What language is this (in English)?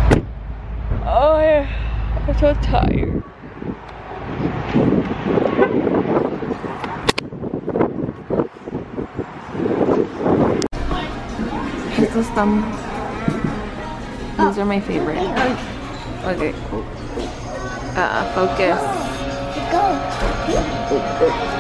English